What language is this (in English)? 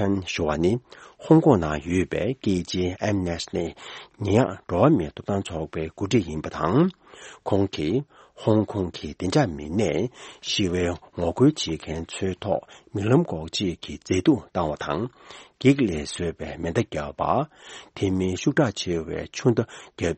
Tibetan